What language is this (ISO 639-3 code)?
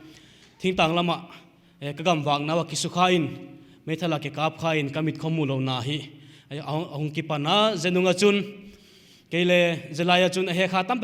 pck